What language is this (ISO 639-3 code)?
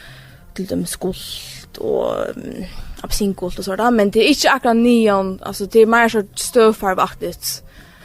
fao